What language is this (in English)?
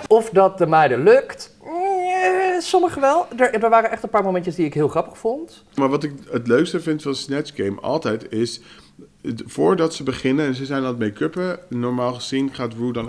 Dutch